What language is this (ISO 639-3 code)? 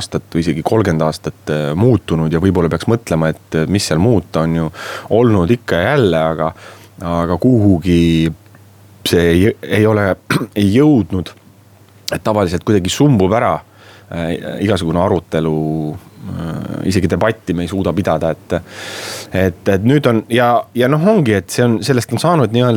est